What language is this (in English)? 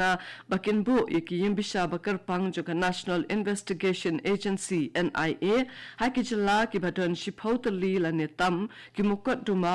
Khasi